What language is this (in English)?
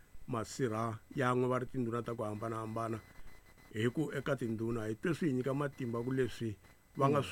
Tsonga